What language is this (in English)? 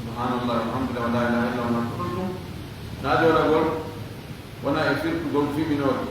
Fula